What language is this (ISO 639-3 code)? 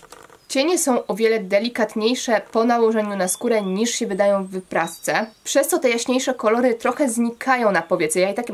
pol